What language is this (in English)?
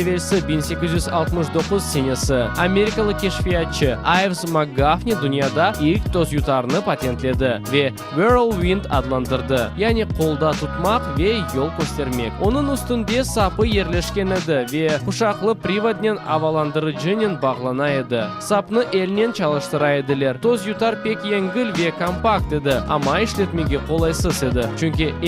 Crimean Tatar